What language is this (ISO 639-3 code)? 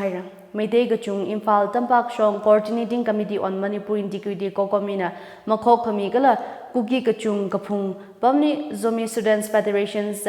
nmf